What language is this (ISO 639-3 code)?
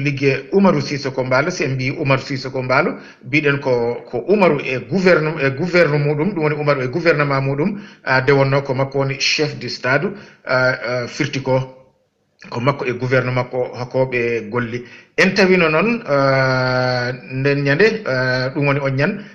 ful